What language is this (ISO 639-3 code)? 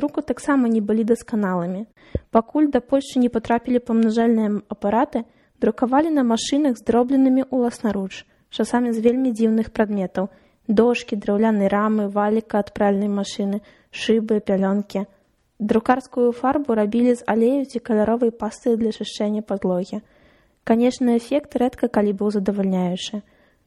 bel